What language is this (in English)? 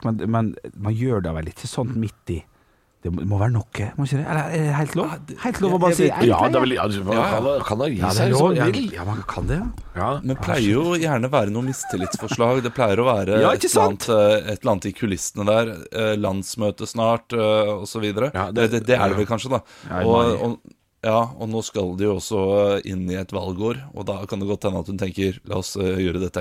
Norwegian